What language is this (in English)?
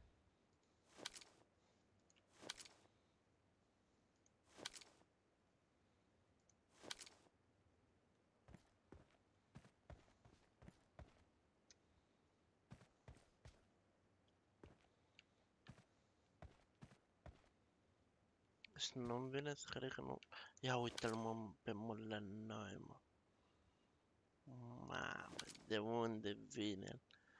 Romanian